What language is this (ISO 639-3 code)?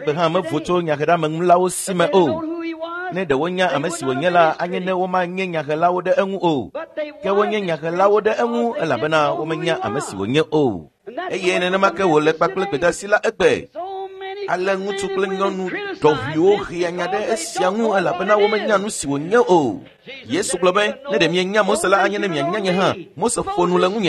ewe